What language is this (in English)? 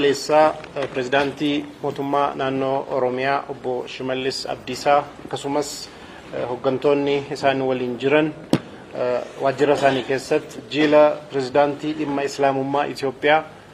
Oromo